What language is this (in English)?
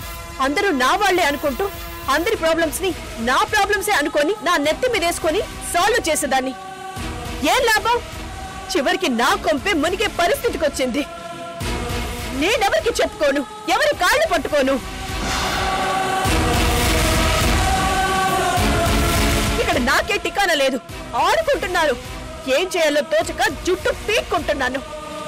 Telugu